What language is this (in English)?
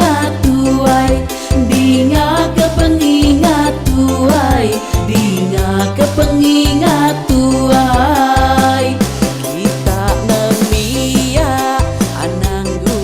Iban